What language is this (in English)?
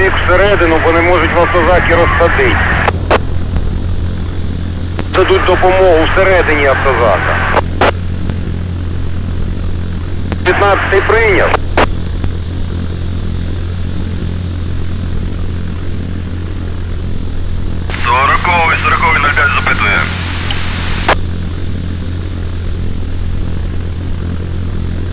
Ukrainian